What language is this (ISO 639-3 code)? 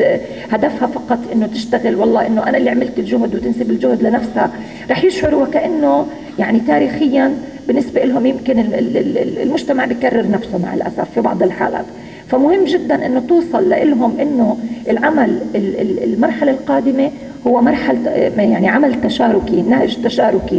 apc